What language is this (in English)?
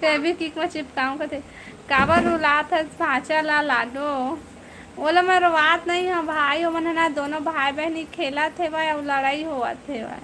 Chhattisgarhi